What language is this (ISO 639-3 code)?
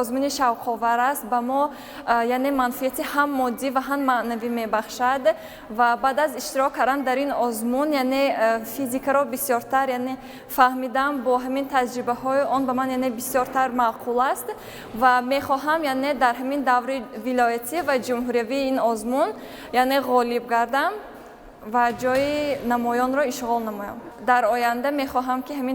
tgk